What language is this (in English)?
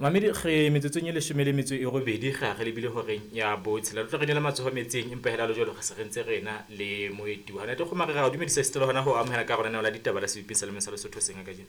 Southern Sotho